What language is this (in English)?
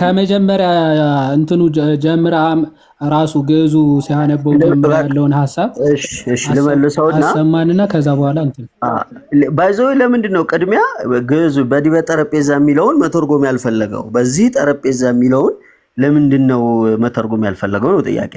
Amharic